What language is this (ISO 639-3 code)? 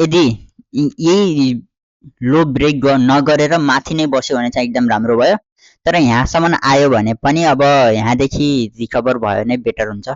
nep